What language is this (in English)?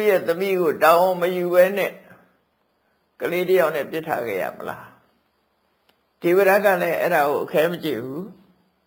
Burmese